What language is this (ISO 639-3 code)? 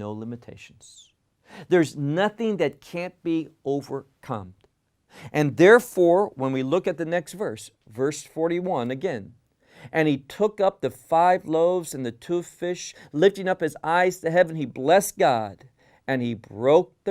eng